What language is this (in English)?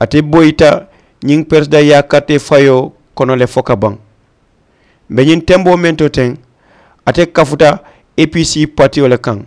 Mandingo